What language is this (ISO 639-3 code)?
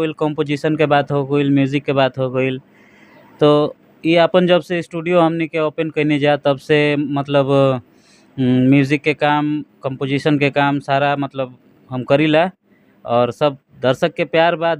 bho